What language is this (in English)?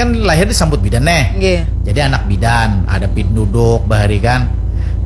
Banjar